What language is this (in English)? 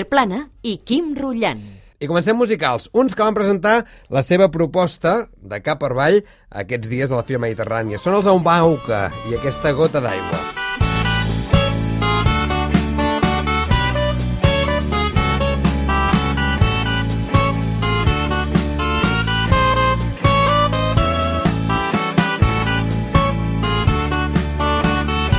Catalan